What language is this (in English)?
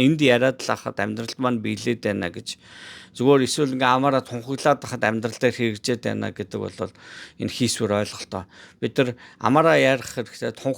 Mongolian